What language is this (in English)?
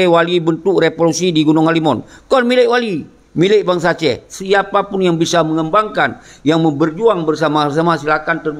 Achinese